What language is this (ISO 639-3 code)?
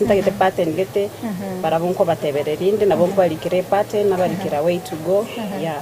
guz